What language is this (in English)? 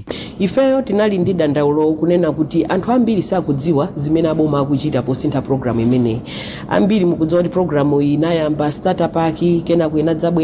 Nyanja